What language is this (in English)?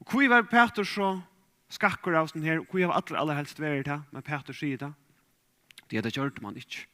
Faroese